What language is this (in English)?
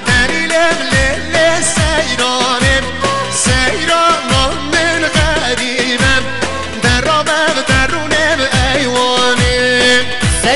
Kurdish